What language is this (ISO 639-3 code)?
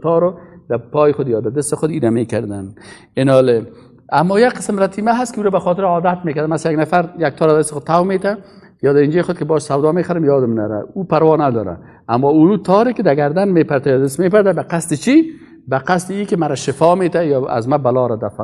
fas